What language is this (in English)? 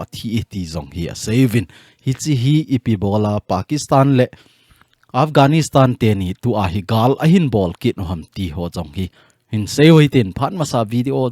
Thado Chin